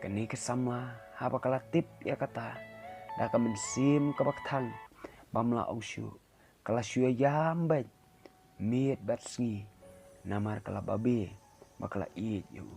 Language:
Khasi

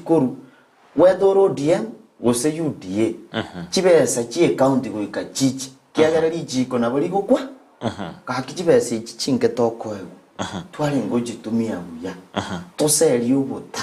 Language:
Gusii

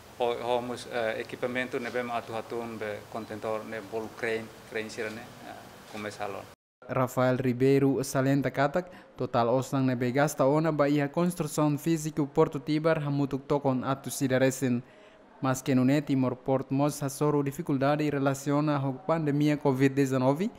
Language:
Tetum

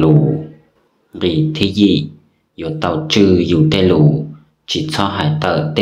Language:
Hmong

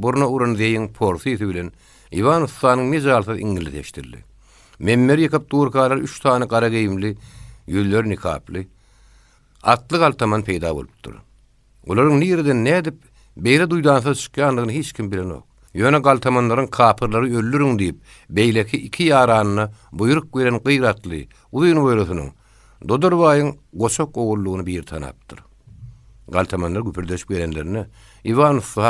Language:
Turkmen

